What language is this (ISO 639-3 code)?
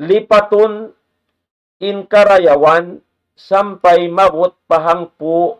tsg